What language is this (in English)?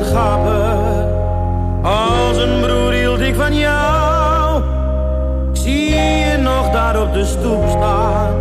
Dutch